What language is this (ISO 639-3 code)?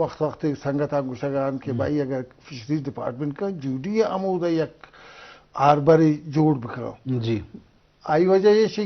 bgp